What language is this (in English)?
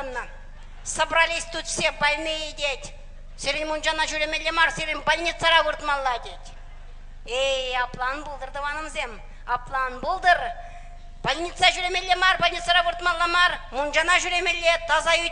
Chuvash